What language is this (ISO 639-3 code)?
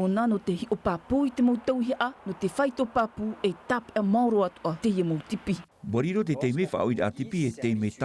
tah